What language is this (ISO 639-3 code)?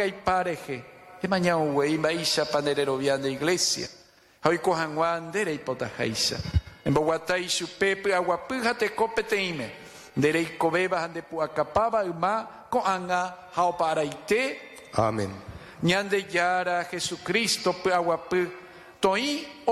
grn